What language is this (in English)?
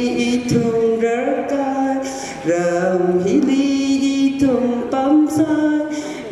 Tangkhul Naga (India)